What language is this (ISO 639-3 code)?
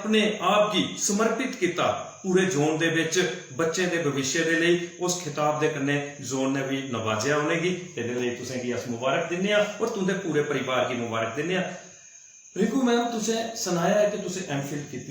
doi